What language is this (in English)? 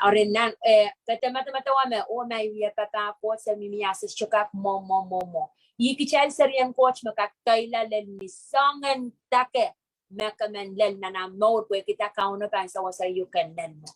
Pohnpeian